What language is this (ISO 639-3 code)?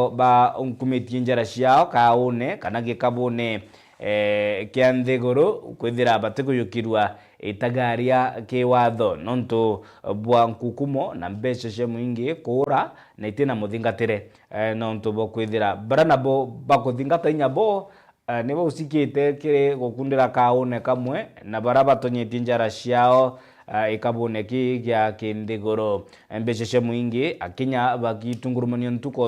mer